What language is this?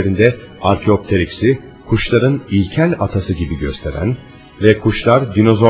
Turkish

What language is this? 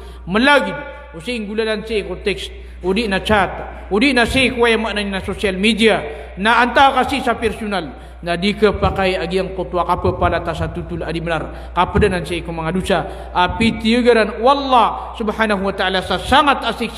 Maranao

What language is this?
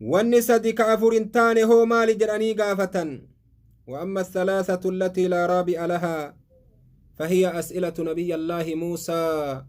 Oromo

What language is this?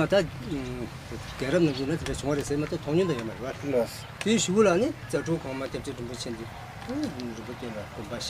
Tibetan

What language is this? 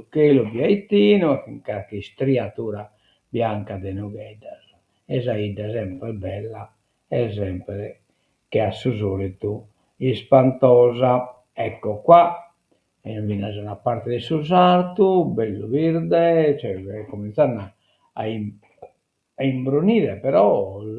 Sardinian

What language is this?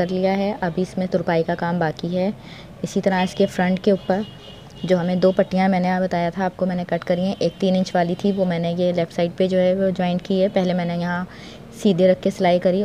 Hindi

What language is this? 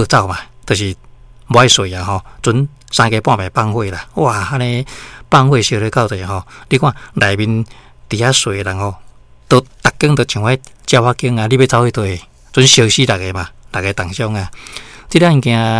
Min Nan Chinese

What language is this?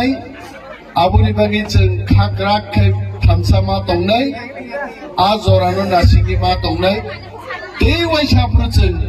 Kok Borok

